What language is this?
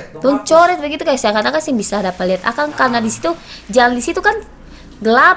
Ambonese Malay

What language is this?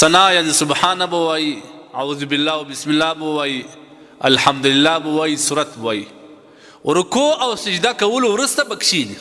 Pashto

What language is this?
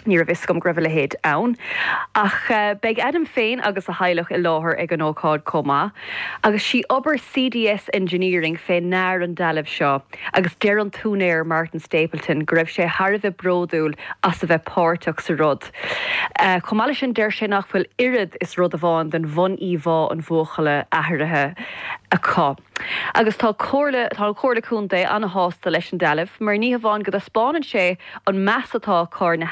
Irish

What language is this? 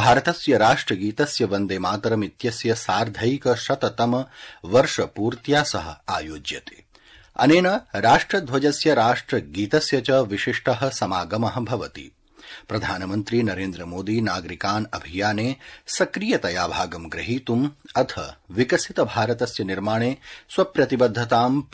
Sanskrit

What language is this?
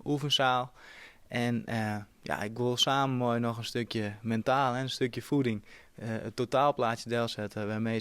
Western Frisian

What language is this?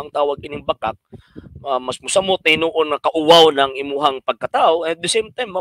Cebuano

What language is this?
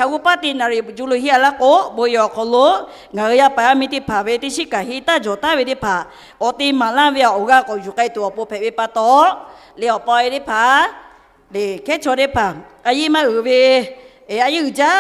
Lahu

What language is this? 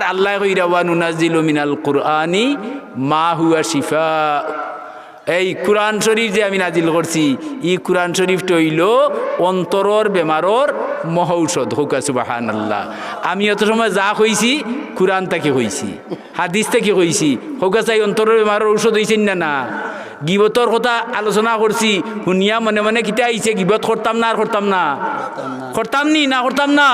Sylheti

